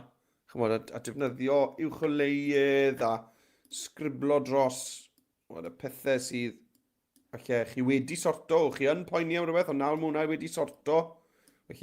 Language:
Welsh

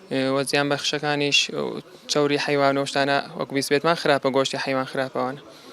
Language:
Central Kurdish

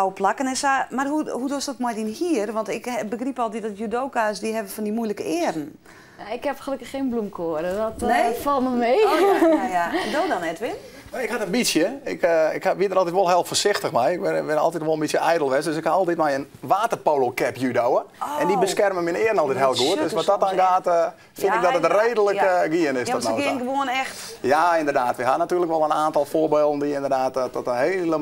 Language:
Western Frisian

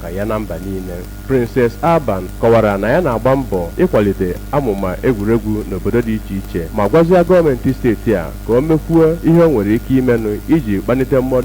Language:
Igbo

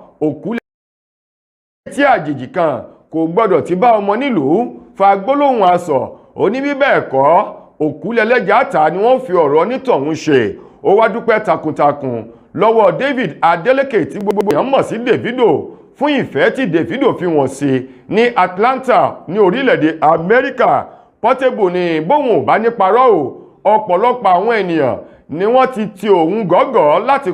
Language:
Yoruba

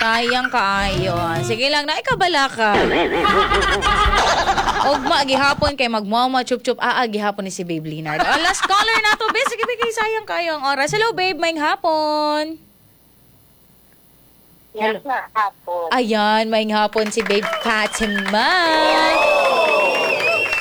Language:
Cebuano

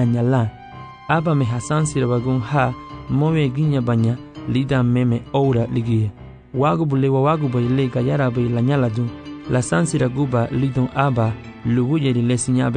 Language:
Garifuna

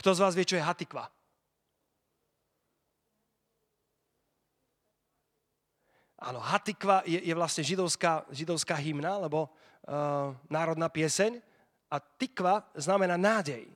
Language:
Slovak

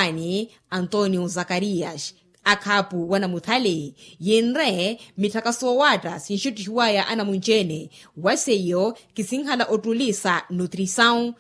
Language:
Makhuwa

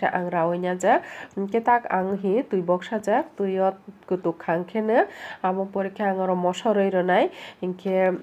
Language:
Kok Borok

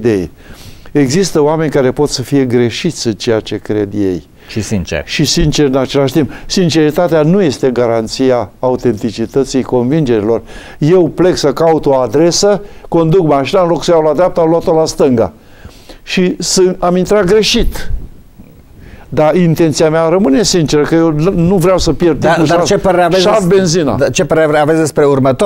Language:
Romanian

